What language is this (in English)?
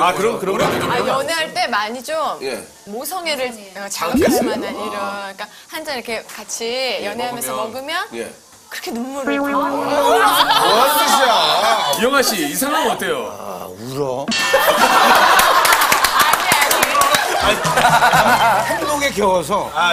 Korean